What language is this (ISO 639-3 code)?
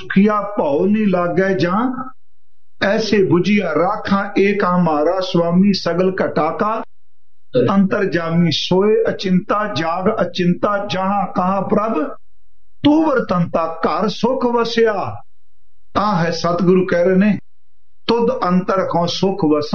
pan